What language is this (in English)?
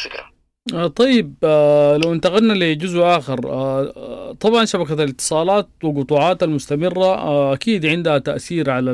Sudanese Arabic